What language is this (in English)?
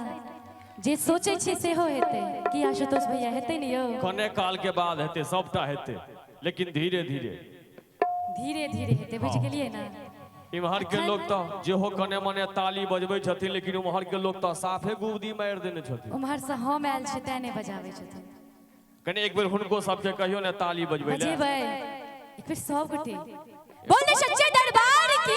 Maithili